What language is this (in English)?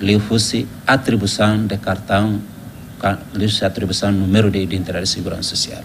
Tetum